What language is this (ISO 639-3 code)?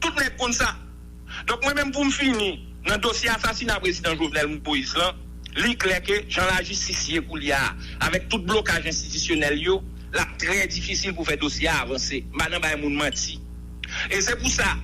hat